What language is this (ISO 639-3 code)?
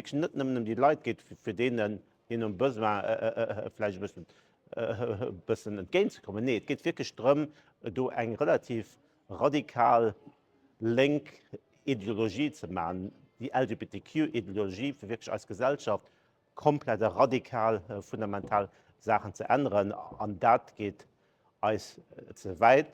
ltz